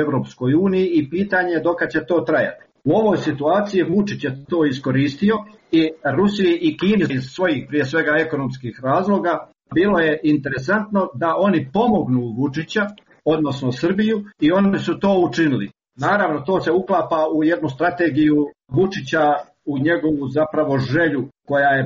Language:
Croatian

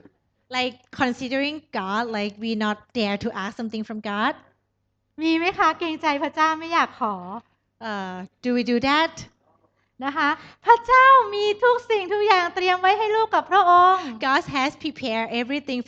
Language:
Thai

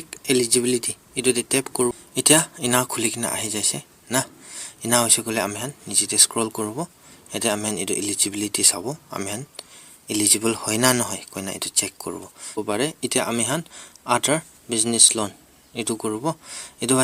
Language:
Naga Pidgin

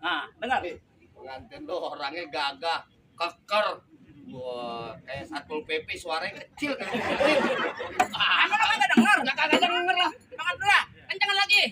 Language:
Betawi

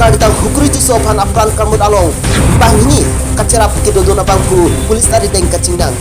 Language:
Karbi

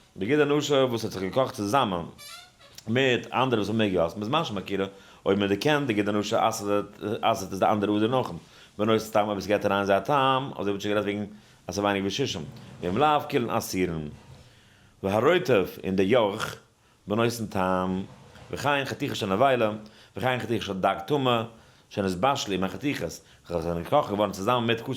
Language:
Yiddish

